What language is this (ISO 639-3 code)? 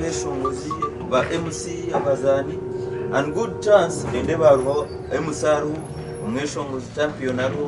nyn